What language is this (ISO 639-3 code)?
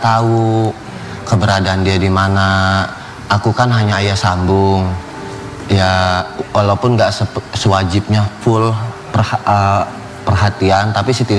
ind